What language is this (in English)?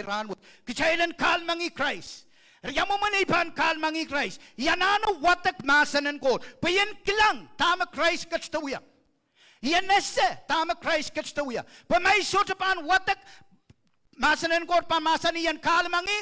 Pohnpeian